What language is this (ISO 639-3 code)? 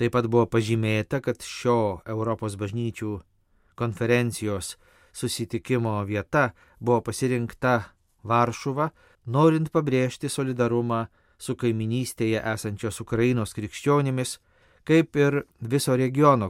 lit